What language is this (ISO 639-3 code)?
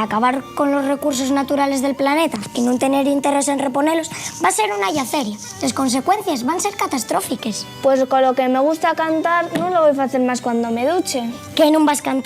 ast